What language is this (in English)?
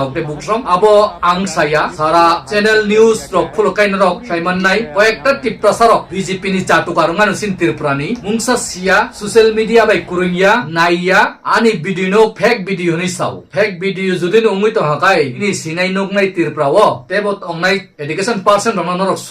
Kok Borok